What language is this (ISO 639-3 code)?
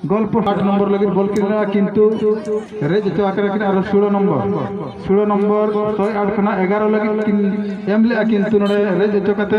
sat